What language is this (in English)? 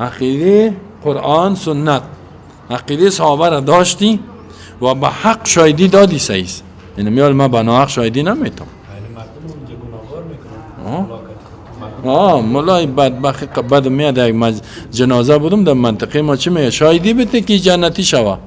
Persian